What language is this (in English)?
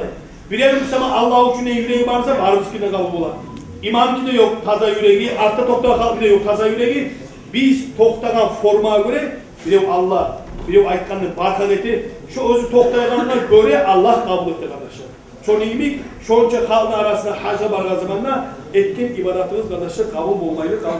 Kumyk